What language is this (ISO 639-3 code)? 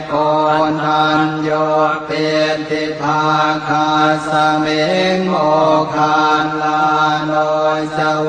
pli